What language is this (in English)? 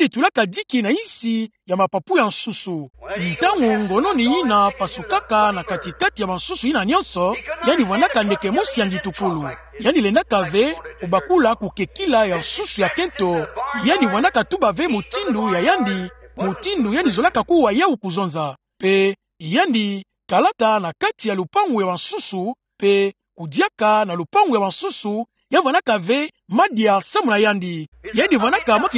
Kituba (Democratic Republic of Congo)